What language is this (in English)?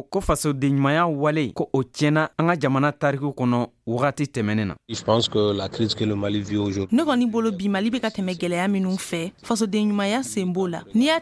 Bambara